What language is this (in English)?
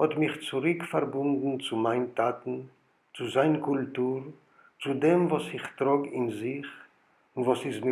Yiddish